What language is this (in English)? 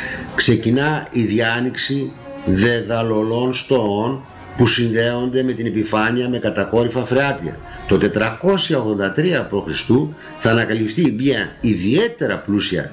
Greek